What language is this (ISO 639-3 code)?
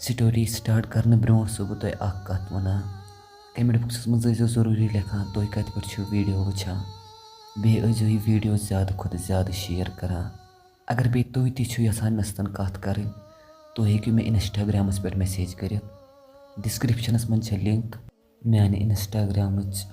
kas